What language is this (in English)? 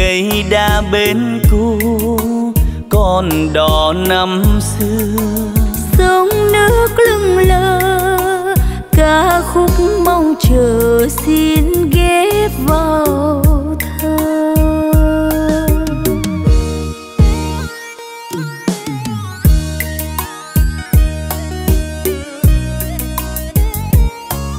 Vietnamese